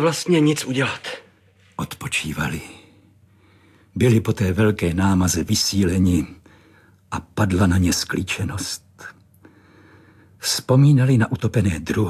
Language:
Czech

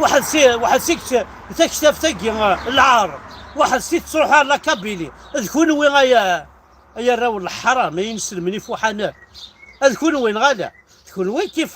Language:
Kabyle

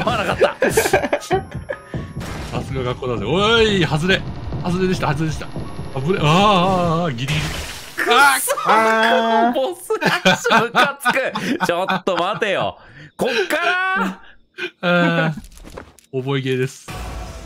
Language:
Japanese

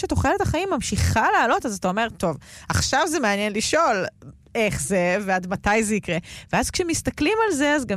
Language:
Hebrew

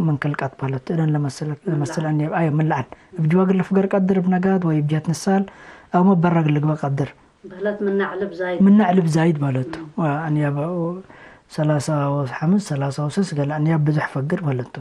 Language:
Tigre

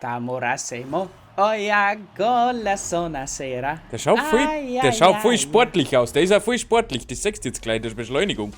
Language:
Bavarian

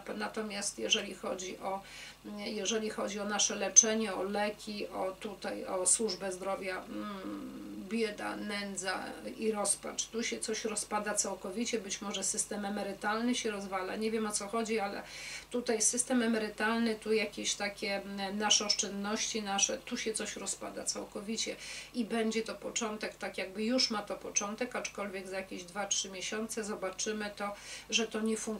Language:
Polish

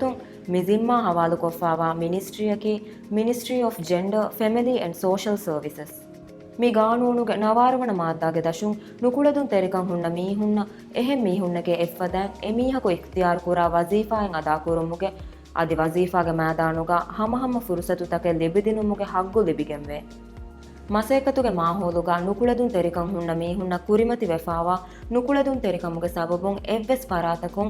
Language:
Divehi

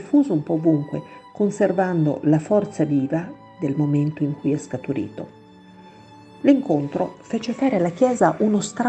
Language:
Italian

